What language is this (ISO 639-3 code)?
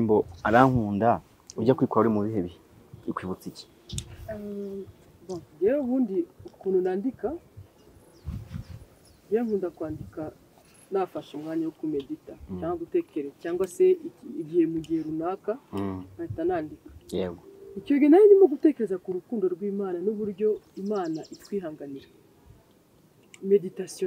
kin